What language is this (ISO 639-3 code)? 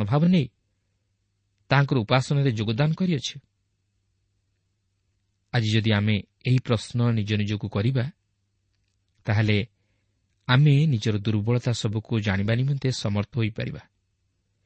ori